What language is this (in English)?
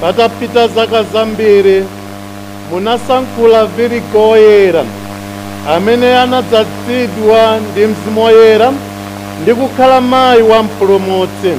Nyanja